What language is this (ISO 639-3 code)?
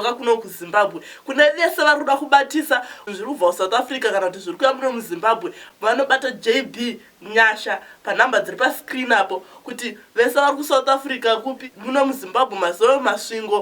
sna